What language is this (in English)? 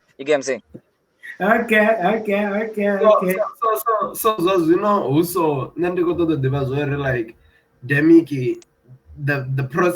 Venda